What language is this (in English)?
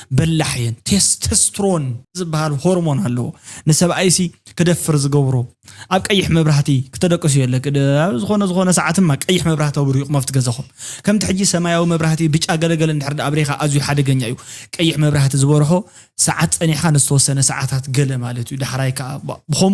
Tigrinya